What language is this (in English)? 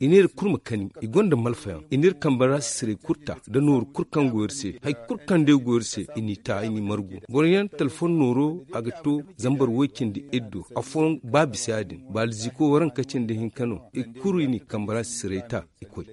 Zarma